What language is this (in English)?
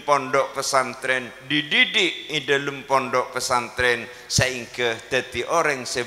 Madurese